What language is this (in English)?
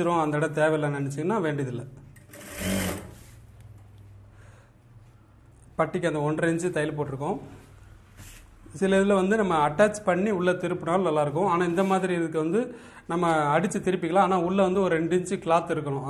Tamil